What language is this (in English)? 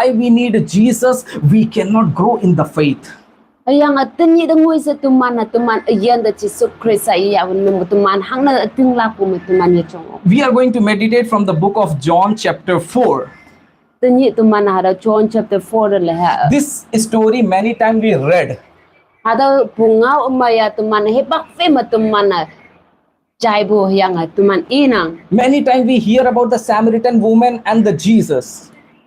Konyak Naga